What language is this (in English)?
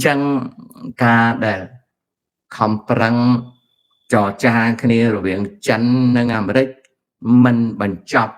Khmer